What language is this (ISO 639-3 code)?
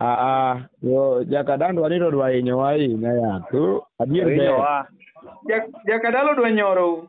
luo